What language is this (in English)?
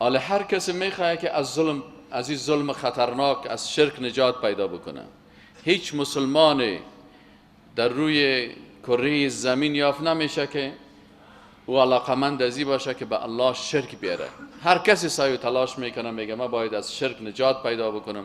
Persian